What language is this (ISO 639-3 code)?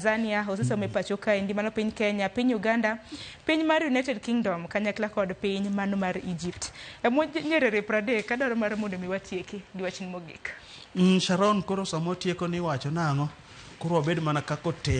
luo